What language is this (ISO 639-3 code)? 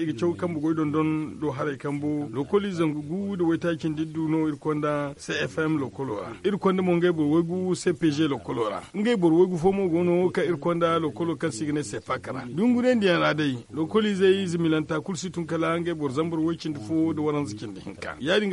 dje